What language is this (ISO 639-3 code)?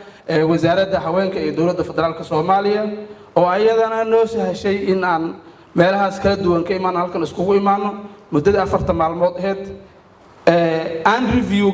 som